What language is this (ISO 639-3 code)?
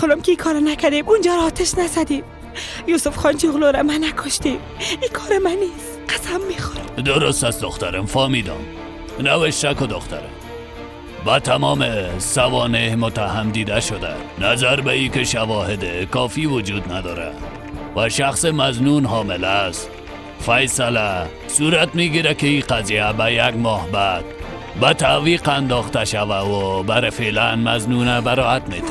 fas